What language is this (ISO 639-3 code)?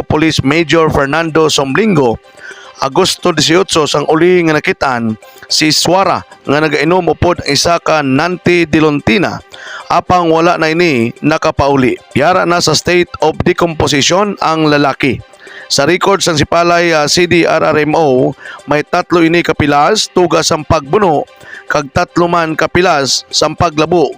hil